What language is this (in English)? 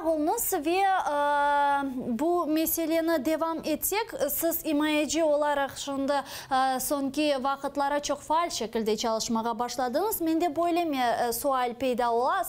Crimean Tatar